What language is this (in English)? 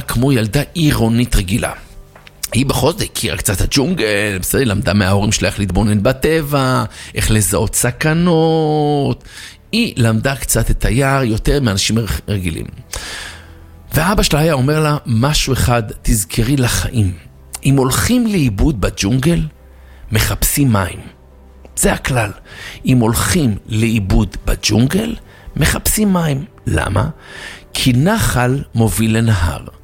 Hebrew